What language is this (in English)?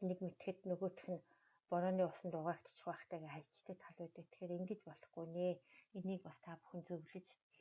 Mongolian